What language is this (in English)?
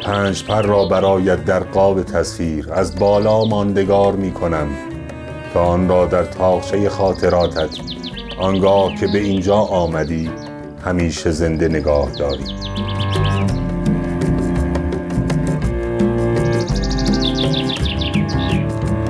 Persian